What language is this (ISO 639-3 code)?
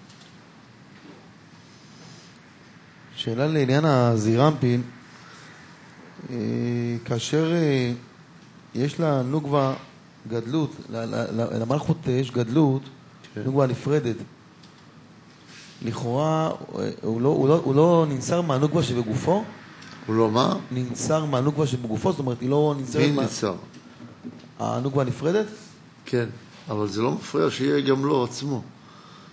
heb